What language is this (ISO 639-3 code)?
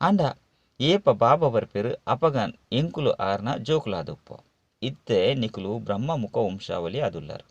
tcy